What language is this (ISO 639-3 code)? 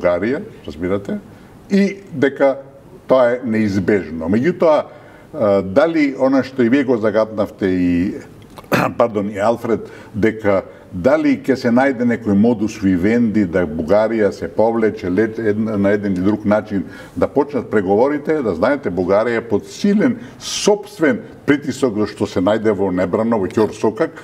mkd